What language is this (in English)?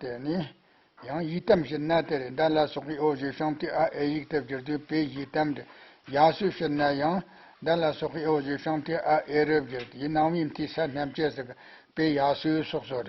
Tibetan